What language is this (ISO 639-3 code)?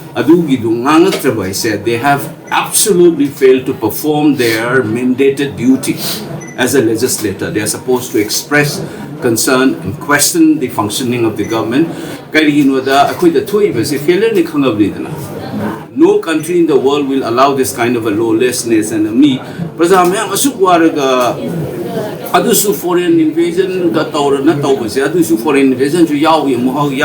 mni